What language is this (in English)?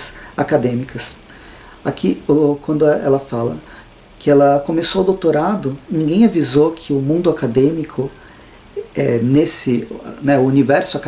Portuguese